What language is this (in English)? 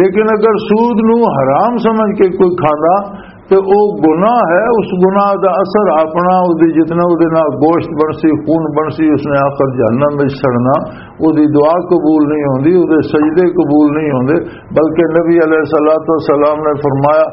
Western Panjabi